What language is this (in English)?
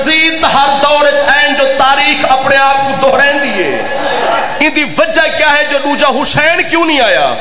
Saraiki